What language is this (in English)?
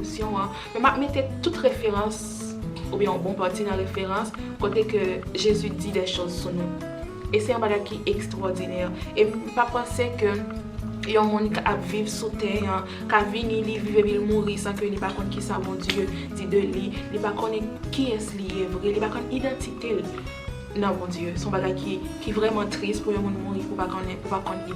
Haitian Creole